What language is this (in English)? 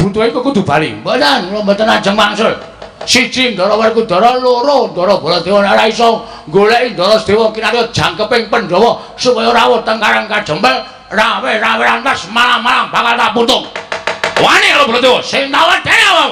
Javanese